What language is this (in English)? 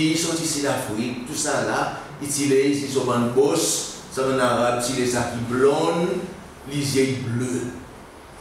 Seselwa Creole French